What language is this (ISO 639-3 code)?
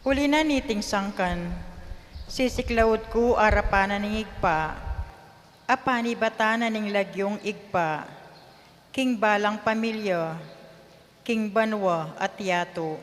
pam